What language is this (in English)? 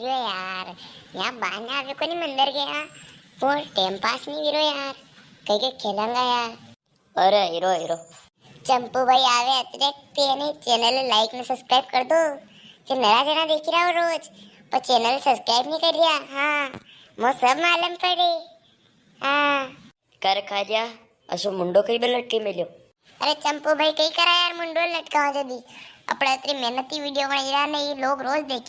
Rajasthani